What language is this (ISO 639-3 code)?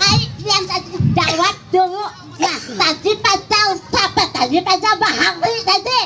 bjn